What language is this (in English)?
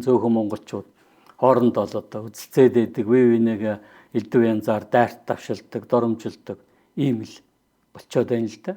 Mongolian